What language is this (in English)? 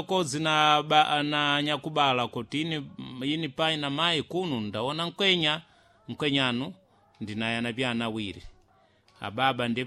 Sena